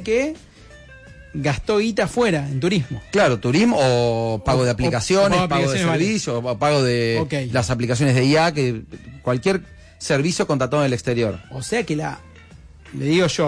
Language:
Spanish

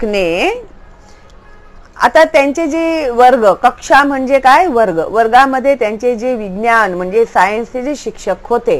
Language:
Marathi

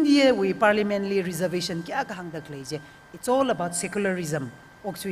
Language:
Tangkhul Naga (India)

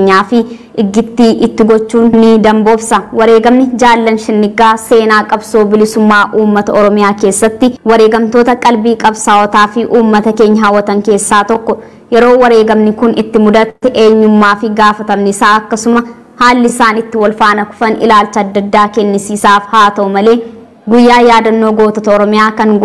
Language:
Oromo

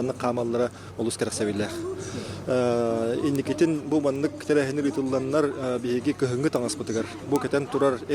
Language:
Yakut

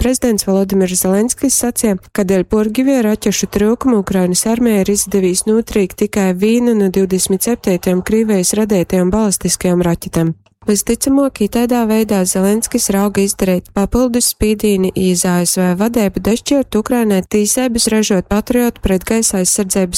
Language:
Latgalian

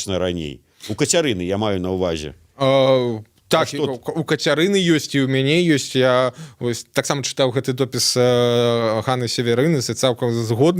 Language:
Belarusian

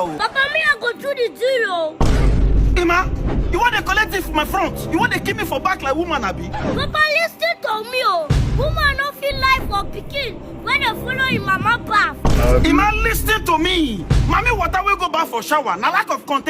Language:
Nigerian Pidgin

